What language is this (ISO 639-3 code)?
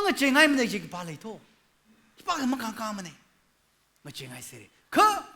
nmf